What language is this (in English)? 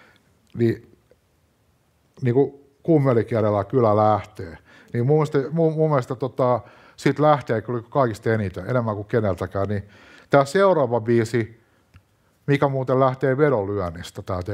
Finnish